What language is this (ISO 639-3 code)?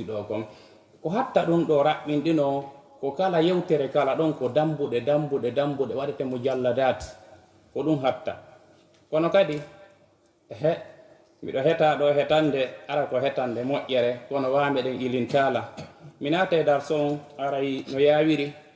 ful